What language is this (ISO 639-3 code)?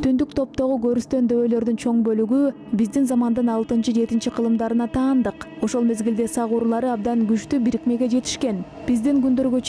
kir